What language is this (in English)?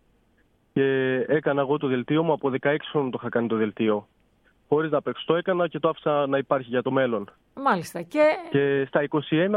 Greek